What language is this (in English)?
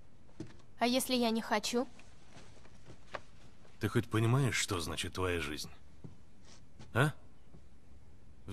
Russian